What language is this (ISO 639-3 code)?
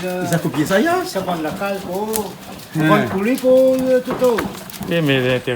rcf